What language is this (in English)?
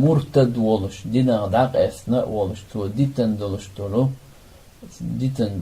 Chechen